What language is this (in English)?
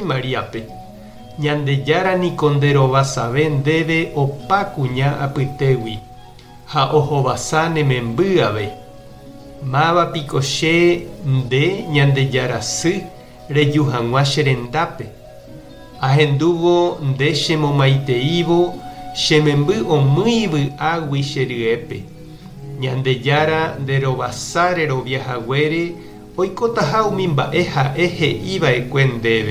Guarani